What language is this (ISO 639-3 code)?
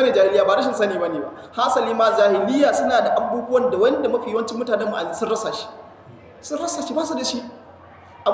hau